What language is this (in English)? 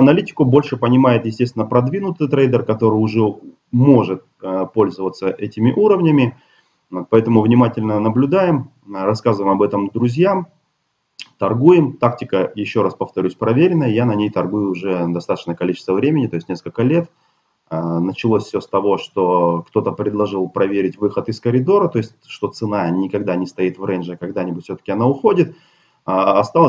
Russian